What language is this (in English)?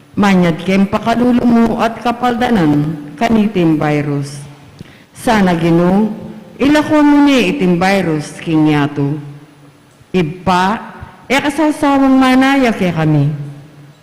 Pampanga